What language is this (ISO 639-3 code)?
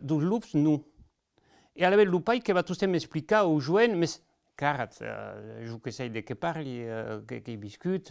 oci